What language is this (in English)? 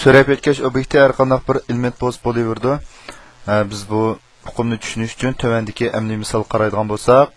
Uyghur